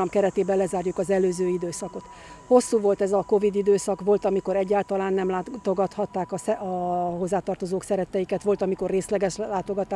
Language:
Hungarian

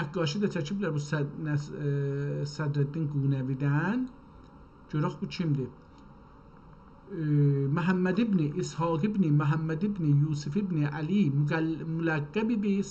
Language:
South Azerbaijani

